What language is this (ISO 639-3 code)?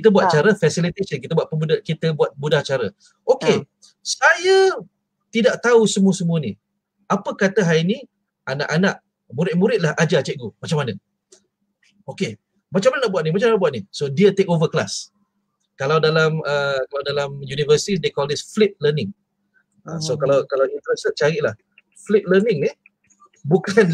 msa